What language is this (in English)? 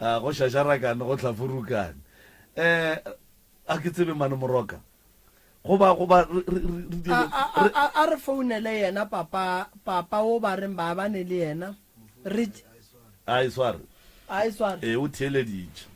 Northern Sotho